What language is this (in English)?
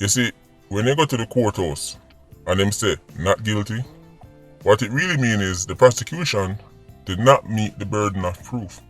Jamaican Creole English